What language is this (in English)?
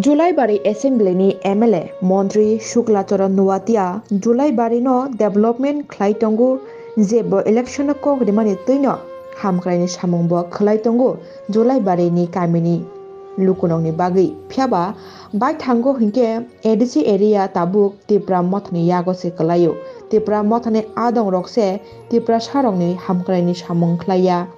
Kok Borok